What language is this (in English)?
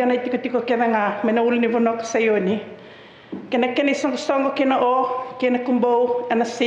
Fijian